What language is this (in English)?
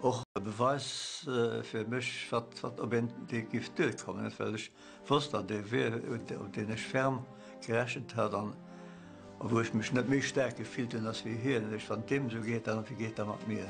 Luxembourgish